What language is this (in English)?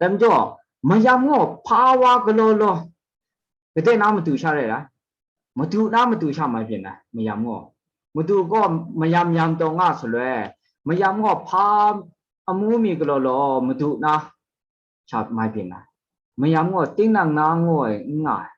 Kachin